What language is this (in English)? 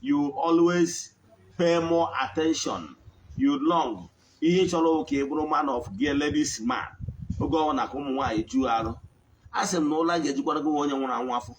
Igbo